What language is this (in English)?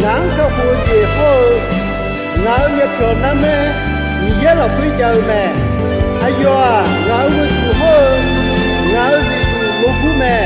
Akha